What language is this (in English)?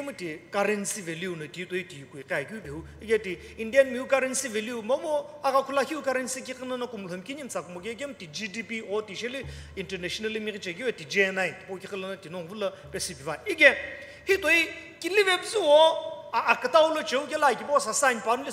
Sumi Naga